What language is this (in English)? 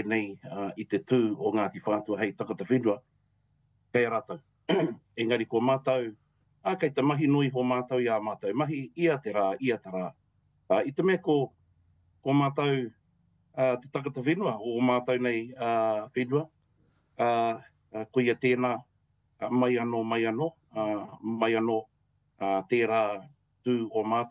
Māori